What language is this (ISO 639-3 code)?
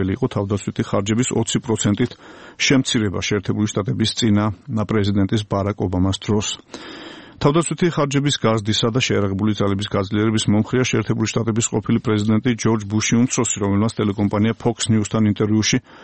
kat